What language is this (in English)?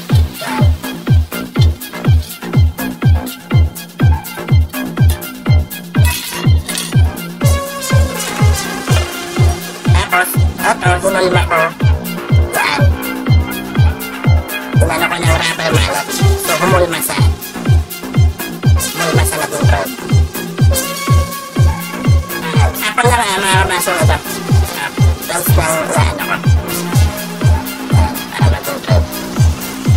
Filipino